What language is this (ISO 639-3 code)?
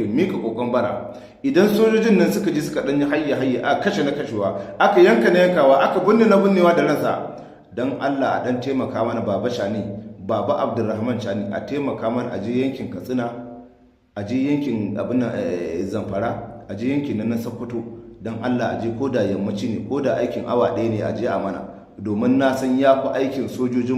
hau